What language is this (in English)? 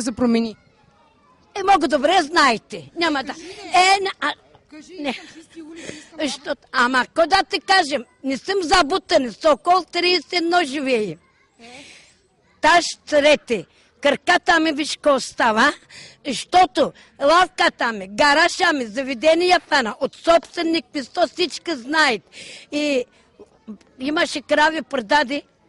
Bulgarian